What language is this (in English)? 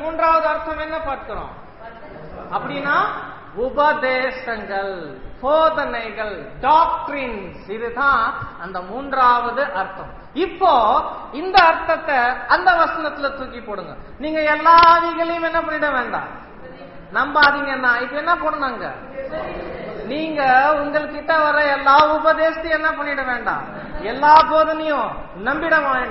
Tamil